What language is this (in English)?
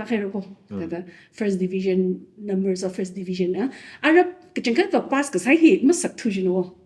Tangkhul Naga (India)